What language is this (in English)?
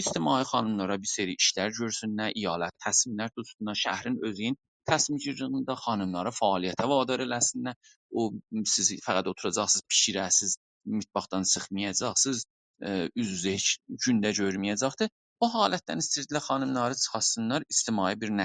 South Azerbaijani